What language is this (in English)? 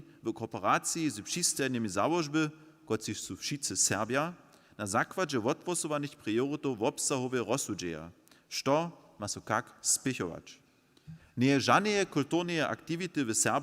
Upper Sorbian